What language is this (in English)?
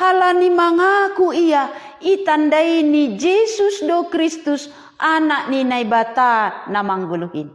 Batak Simalungun